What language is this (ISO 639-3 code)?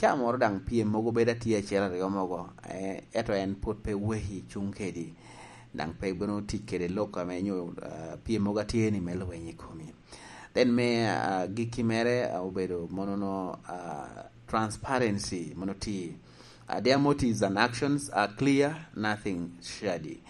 laj